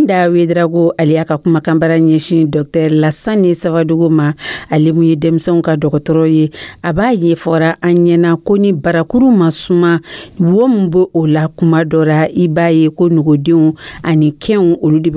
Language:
Dyula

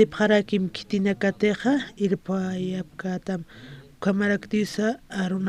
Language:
Aymara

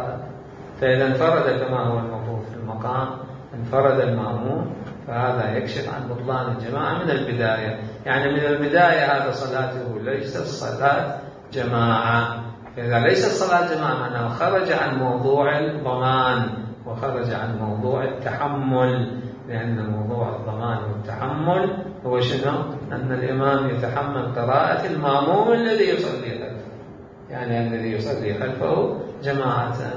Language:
Mesopotamian Arabic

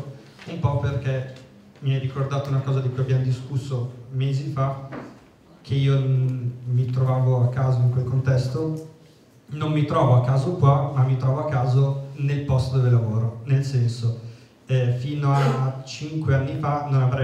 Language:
Italian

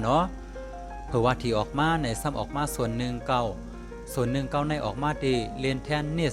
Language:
Shan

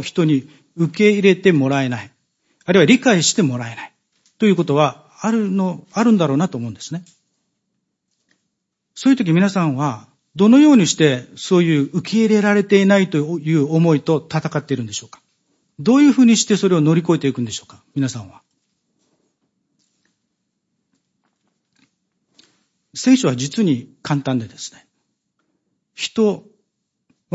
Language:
Japanese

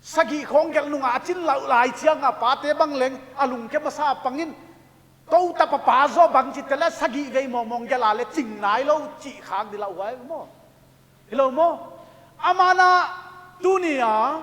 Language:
Paite Chin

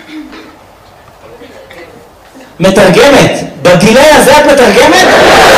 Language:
Hebrew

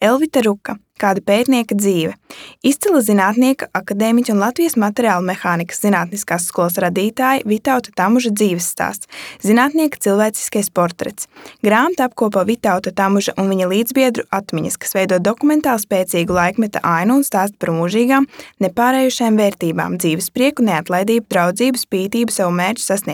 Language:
Latvian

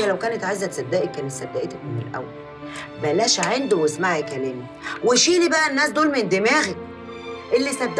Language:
Egyptian Arabic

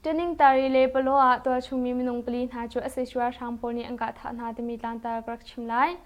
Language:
Hakha Chin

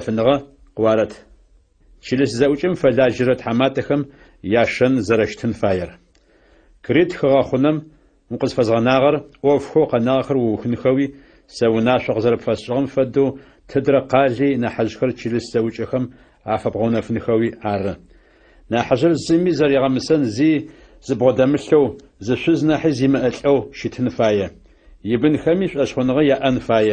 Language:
Adyghe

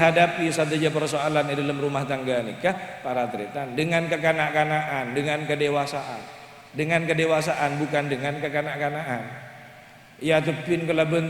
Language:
Madurese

